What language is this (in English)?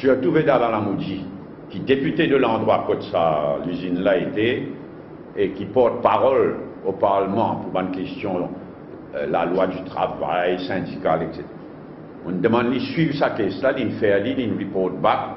Morisyen